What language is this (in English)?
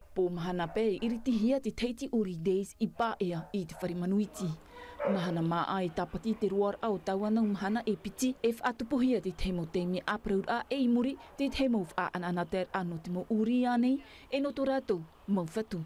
Tahitian